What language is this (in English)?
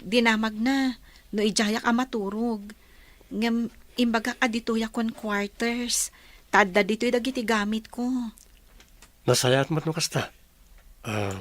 Iloko